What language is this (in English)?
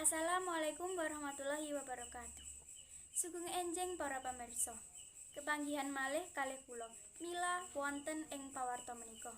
Javanese